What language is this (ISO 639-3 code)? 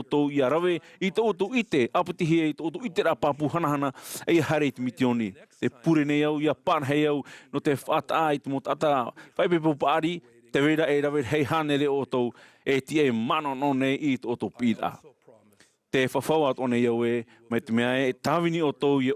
tah